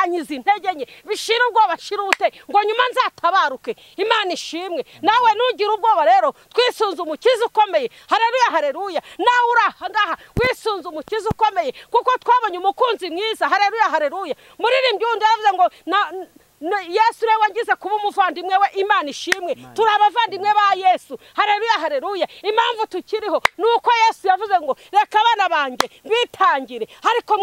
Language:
Kinyarwanda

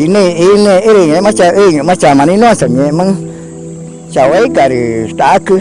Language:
Ticuna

